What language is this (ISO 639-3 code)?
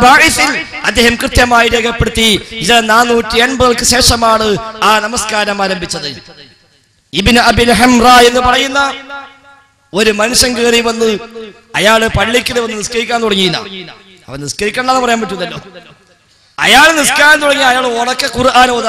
mal